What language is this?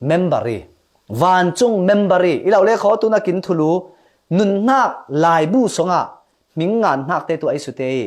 Falam Chin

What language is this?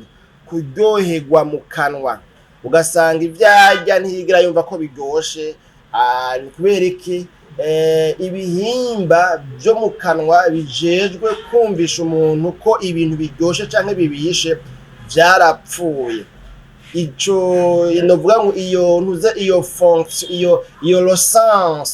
Rundi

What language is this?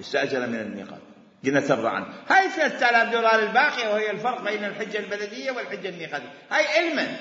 Mesopotamian Arabic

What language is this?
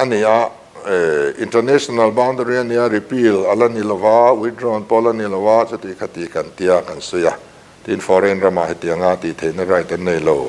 Mizo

